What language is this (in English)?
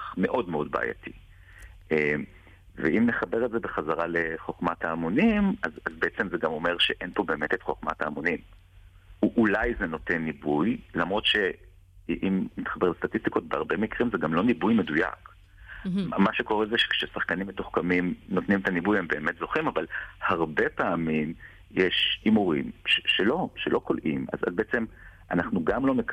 Hebrew